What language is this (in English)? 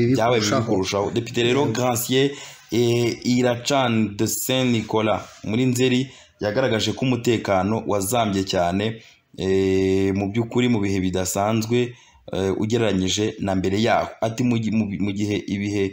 Kinyarwanda